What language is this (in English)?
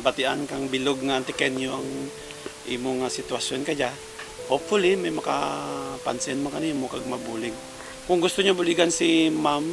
Kinaray-a